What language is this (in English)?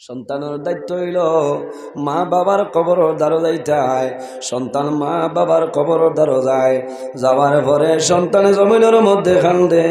Sylheti